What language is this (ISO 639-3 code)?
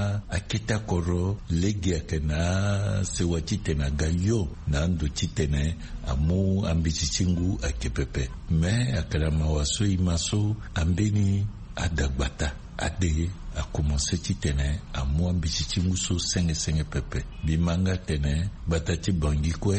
sag